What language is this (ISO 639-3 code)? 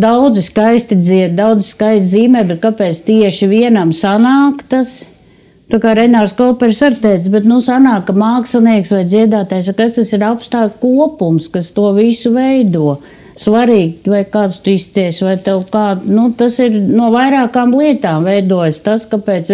lav